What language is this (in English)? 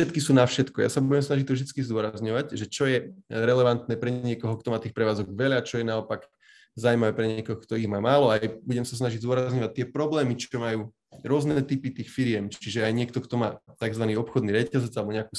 Slovak